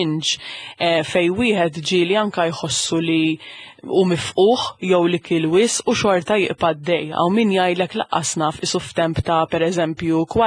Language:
Maltese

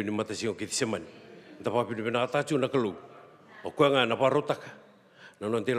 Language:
Fijian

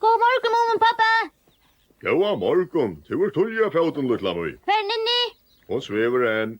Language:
Faroese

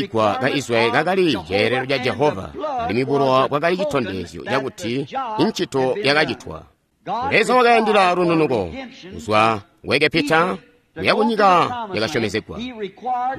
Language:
Tonga (Zambia)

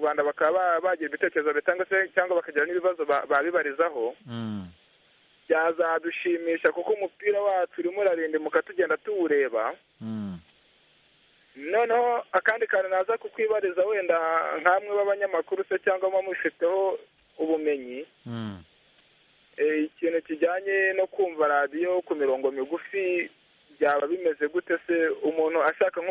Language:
Kinyarwanda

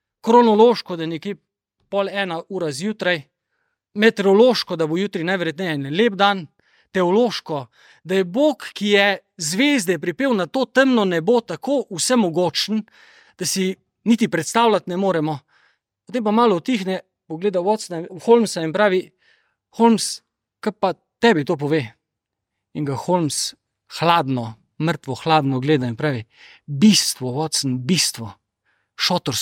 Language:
Slovenian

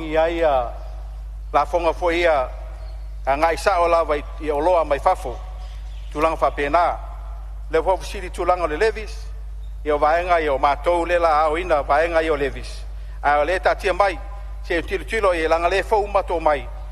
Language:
Samoan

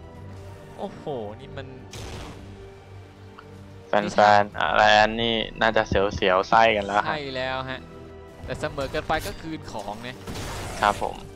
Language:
Thai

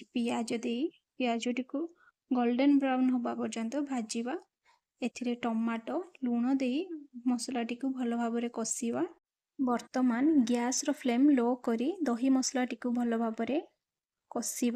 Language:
Odia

